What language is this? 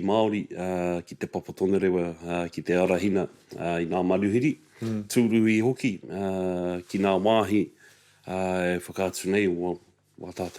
Māori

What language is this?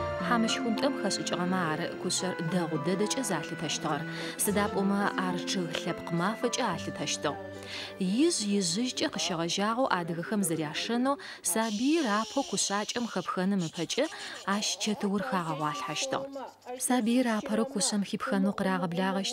Adyghe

